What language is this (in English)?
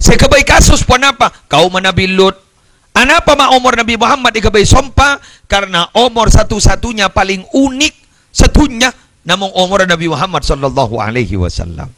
Madurese